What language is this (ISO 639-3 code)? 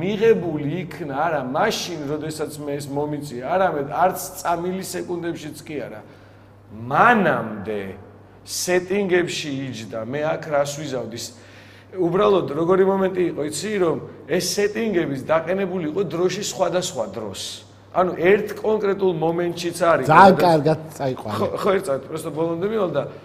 kat